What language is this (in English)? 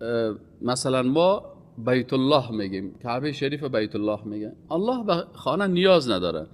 Persian